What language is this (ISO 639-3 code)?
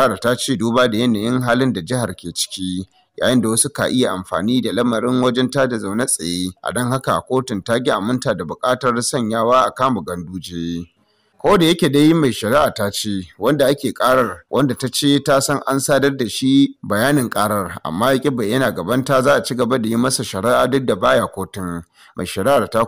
hau